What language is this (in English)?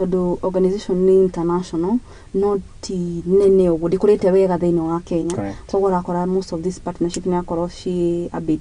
Kikuyu